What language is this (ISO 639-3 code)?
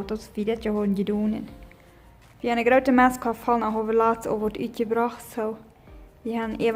pdt